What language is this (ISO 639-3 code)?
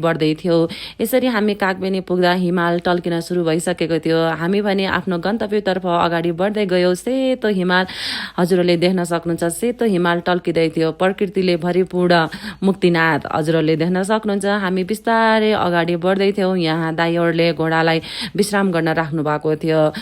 nep